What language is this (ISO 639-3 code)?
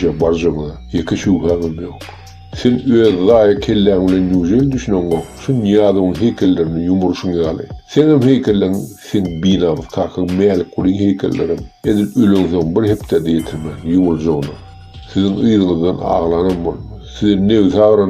tuk